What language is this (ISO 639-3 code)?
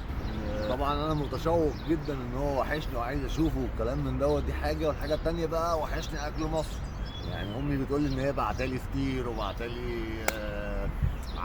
arz